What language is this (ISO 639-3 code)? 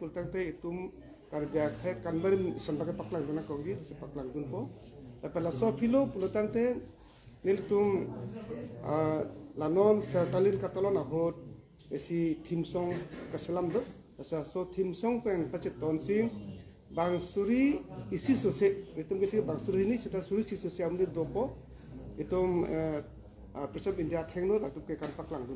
mjw